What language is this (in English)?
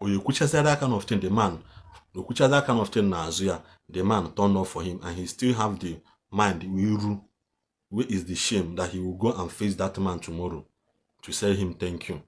Igbo